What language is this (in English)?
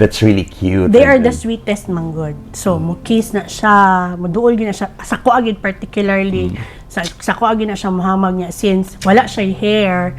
Cebuano